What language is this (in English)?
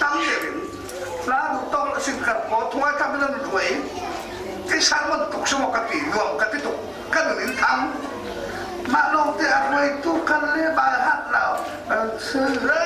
Falam Chin